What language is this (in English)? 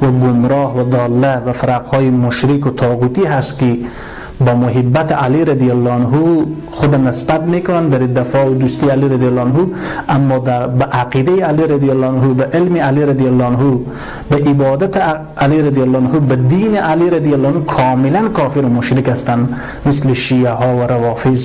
Tajik